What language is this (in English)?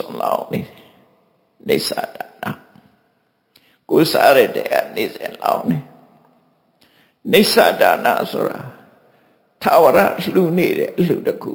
Burmese